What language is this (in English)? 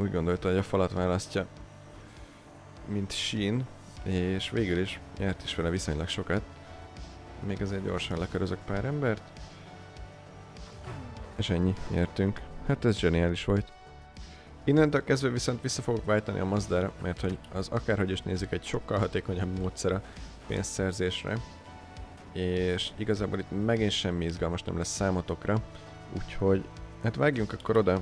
Hungarian